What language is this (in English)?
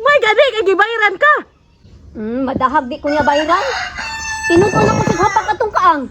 Cebuano